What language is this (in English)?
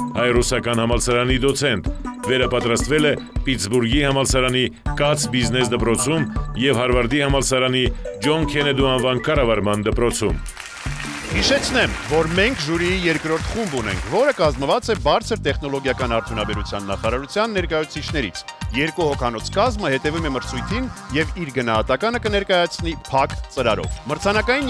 Armenian